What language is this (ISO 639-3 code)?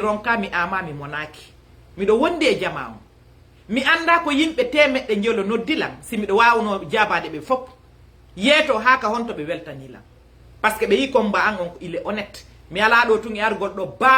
ful